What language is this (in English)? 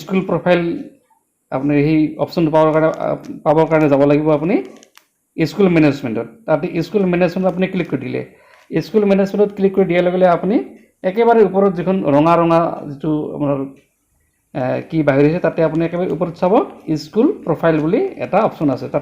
Assamese